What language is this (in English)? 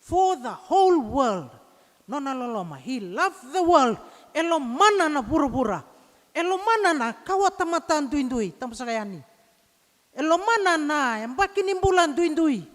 Fijian